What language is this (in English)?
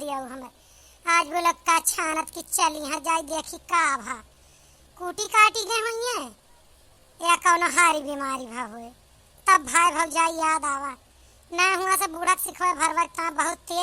Awadhi